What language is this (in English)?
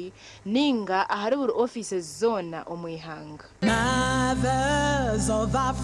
Nyankole